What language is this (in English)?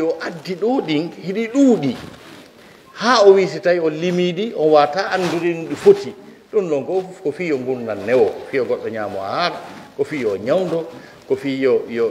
Pular